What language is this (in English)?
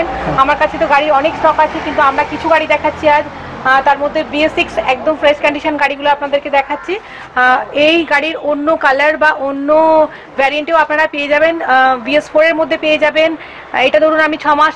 Bangla